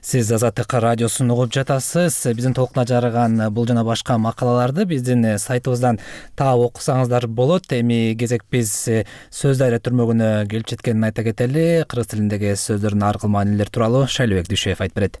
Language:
Kyrgyz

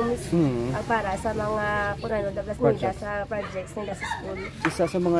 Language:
Hiligaynon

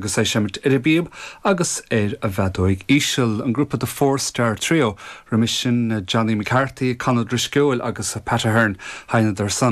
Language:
Irish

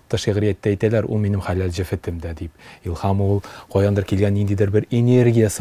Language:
Tatar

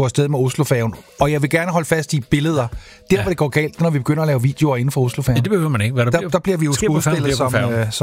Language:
Danish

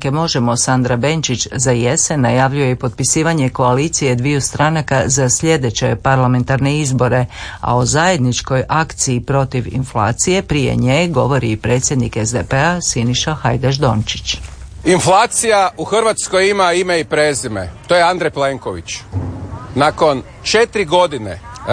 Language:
Croatian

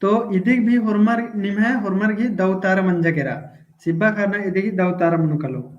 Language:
Kurukh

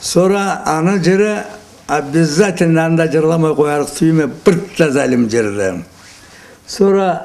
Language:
Karachay-Balkar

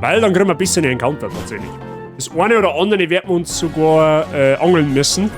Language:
Bavarian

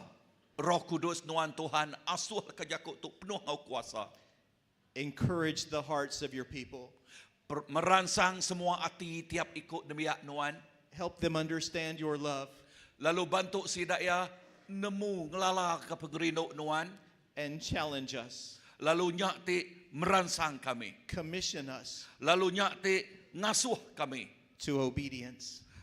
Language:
Iban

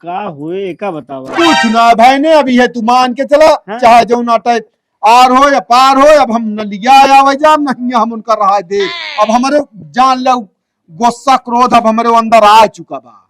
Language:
Awadhi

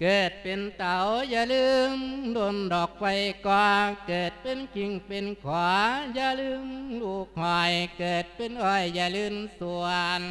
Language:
Lao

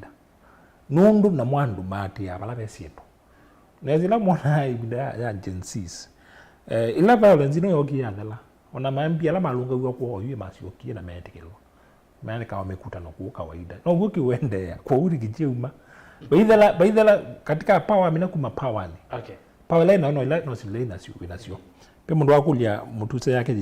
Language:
Kamba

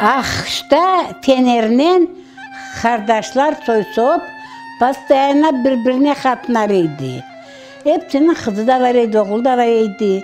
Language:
Crimean Tatar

